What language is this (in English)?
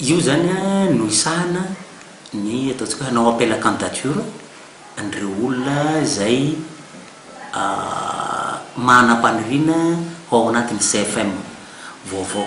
Malagasy